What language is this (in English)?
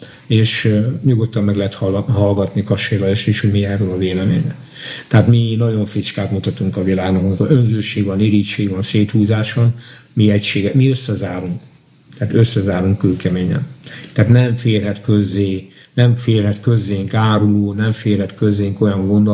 Hungarian